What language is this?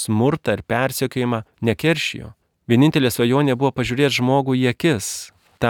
Lithuanian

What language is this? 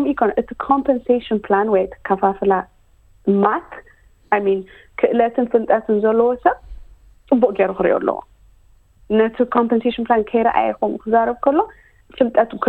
Tigrinya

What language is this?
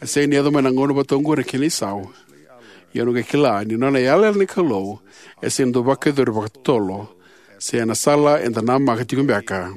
Fijian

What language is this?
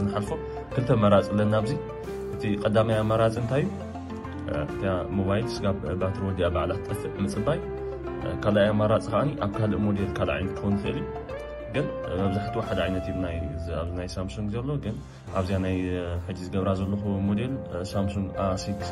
Tigrinya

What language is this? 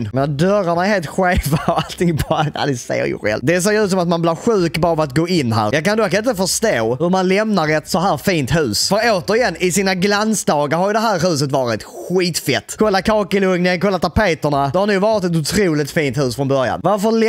Swedish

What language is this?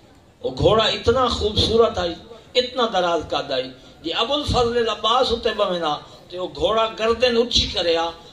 Urdu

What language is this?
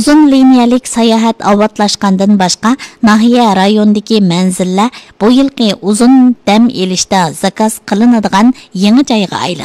Uyghur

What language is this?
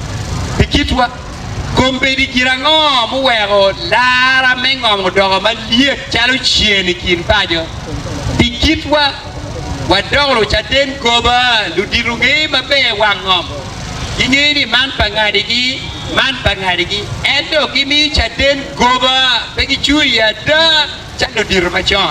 Acoli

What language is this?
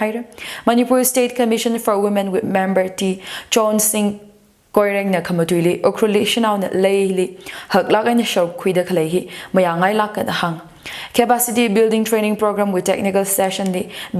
Tangkhul Naga (India)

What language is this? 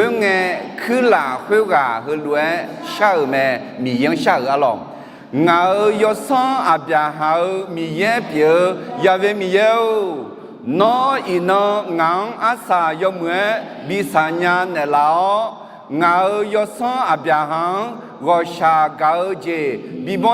Akha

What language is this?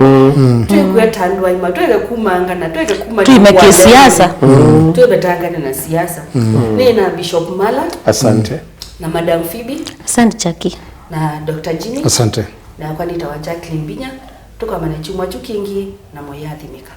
Kamba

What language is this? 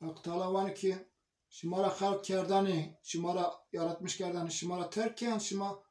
Zaza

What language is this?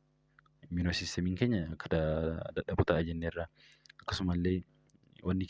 Oromo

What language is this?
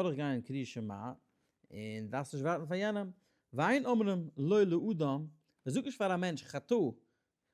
Yiddish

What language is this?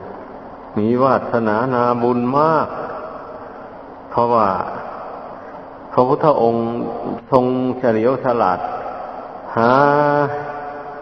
Thai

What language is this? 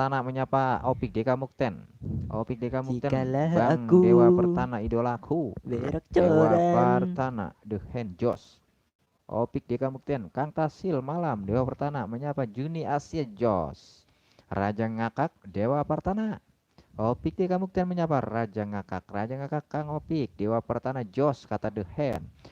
Betawi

